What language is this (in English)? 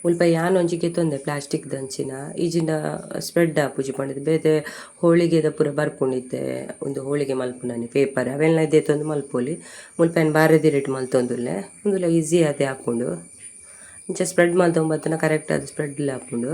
Tulu